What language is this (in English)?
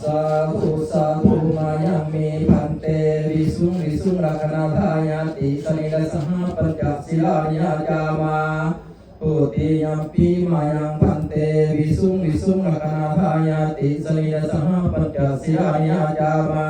Pali